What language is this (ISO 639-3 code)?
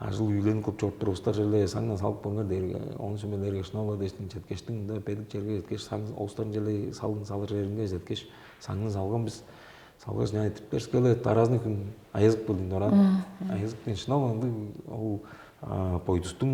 tyv